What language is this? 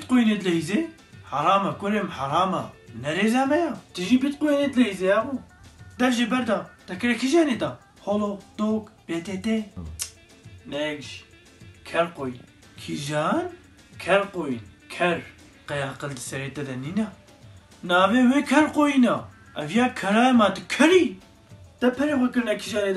Kurdish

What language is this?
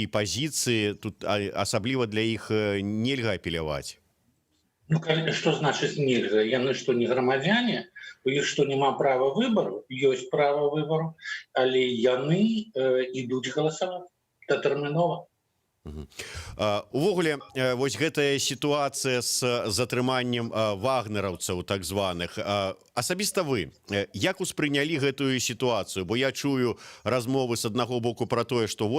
Belarusian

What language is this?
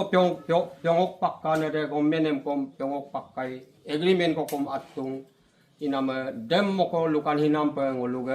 Adi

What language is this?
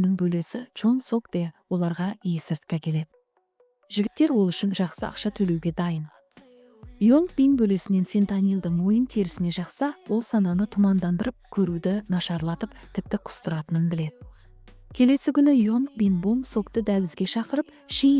Kazakh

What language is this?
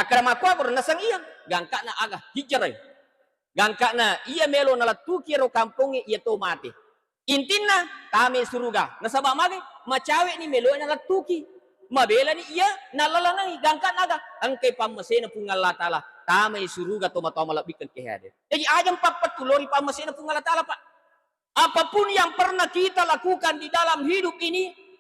Buginese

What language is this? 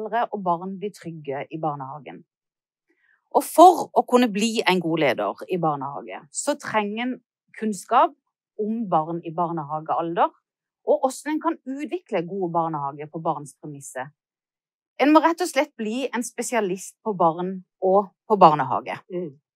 Norwegian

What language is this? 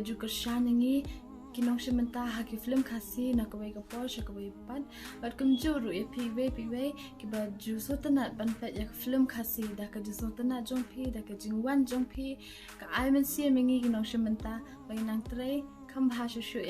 Khasi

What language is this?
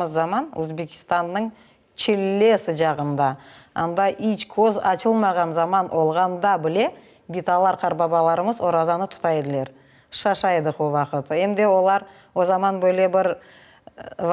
Crimean Tatar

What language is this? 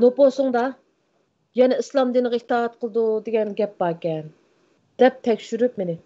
Uyghur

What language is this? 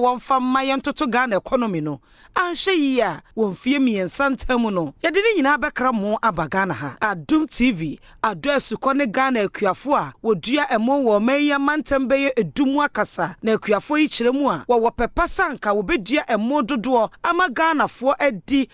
Akan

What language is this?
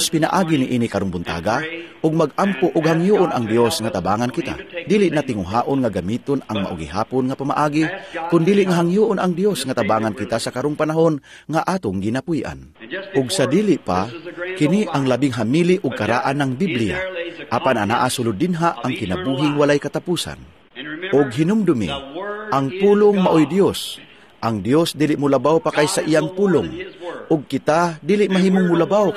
Cebuano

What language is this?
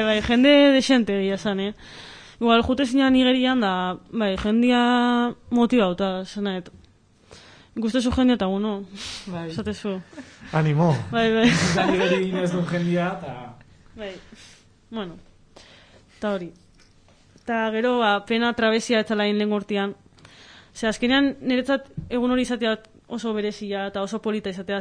Basque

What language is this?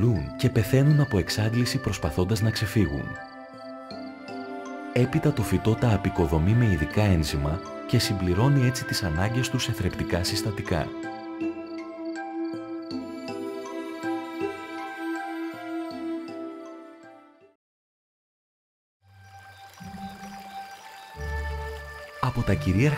Greek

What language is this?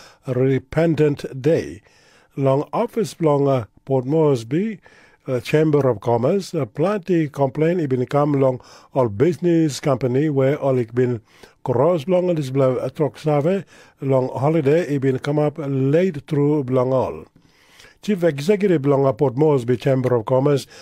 Tok Pisin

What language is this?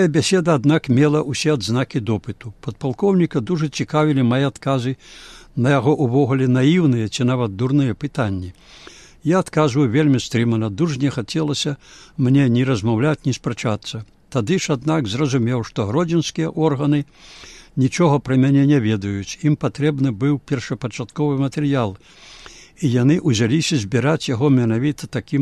Belarusian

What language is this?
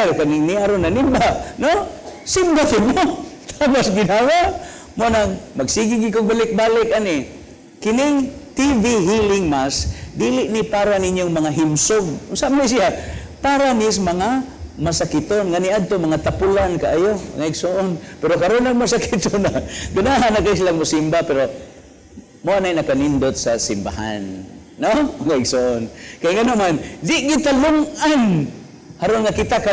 Cebuano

